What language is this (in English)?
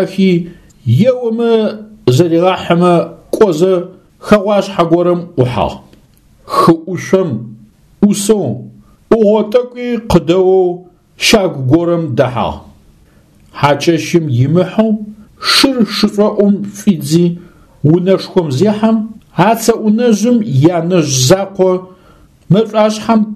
Adyghe